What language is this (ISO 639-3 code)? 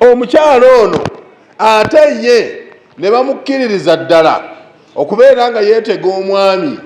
lug